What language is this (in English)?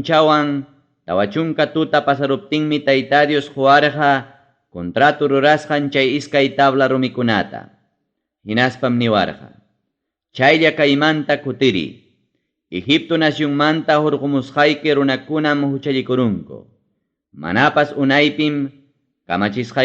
Ayacucho Quechua